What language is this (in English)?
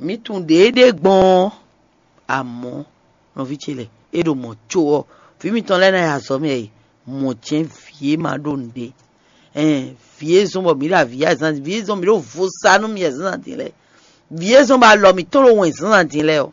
Fon